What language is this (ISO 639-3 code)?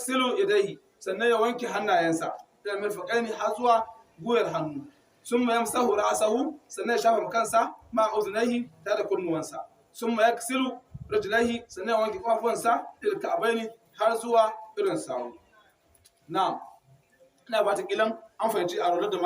hau